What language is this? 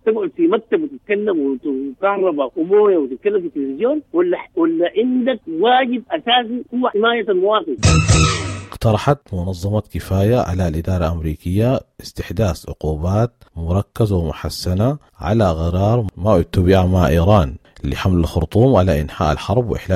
Sudanese Arabic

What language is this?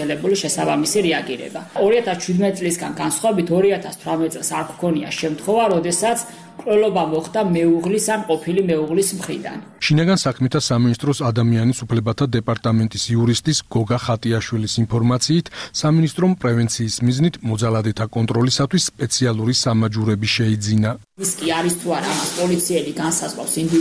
Georgian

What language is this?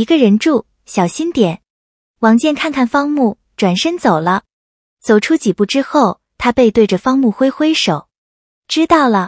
Chinese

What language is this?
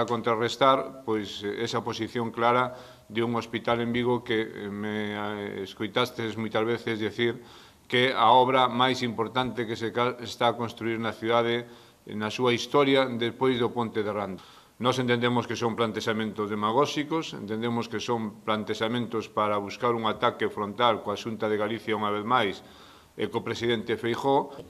Galician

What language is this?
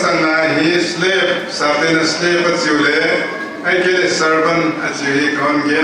Paite Chin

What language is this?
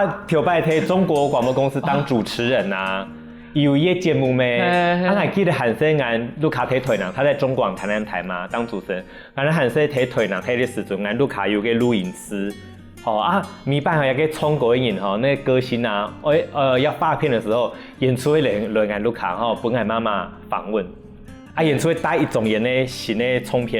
Hakka Chinese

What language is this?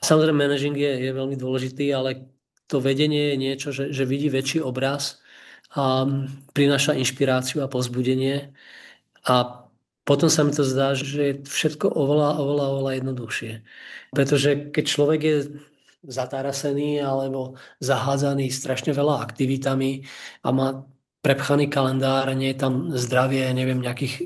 Slovak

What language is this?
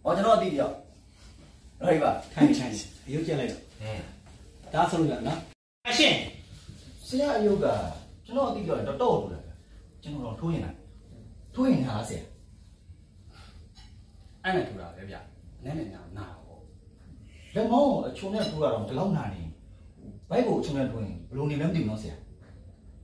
Burmese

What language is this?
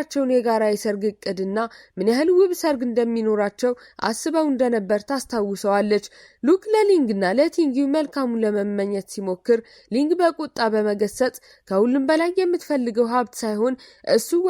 Amharic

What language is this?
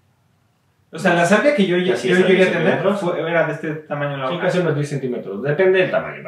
Spanish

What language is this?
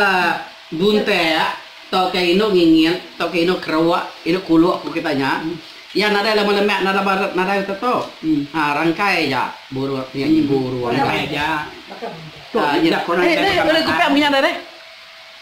Iban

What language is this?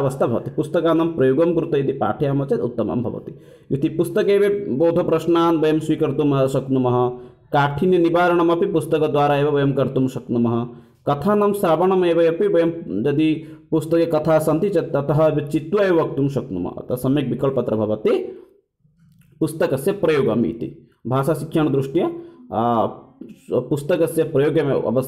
Sanskrit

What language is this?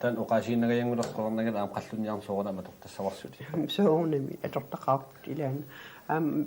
Kalaallisut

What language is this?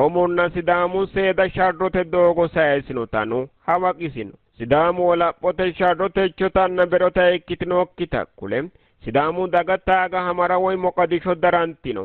Sidamo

